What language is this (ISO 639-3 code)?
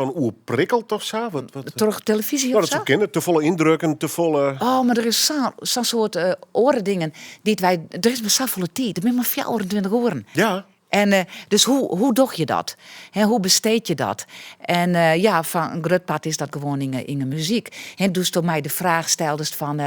fry